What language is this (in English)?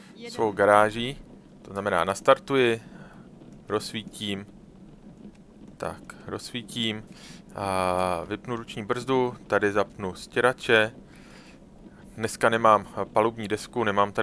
Czech